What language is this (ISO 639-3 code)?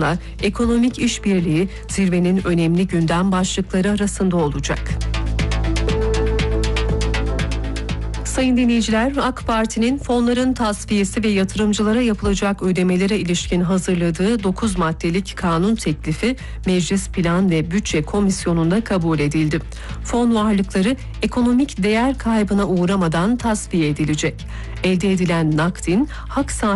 tur